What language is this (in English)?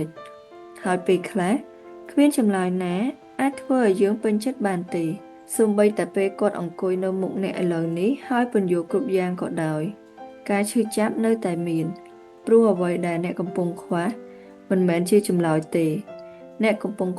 Khmer